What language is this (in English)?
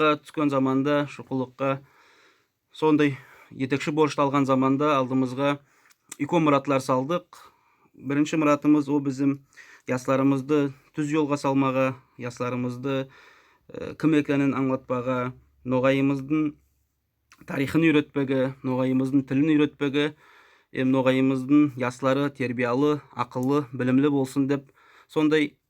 Nogai